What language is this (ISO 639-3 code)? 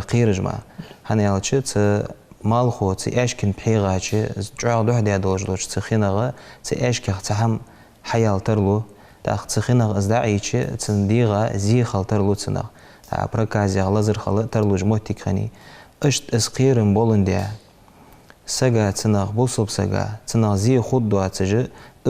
inh